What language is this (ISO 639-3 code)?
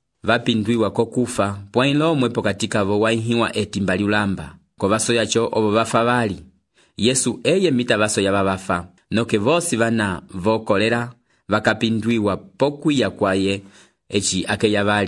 umb